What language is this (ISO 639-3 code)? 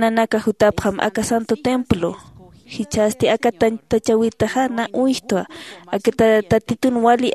aym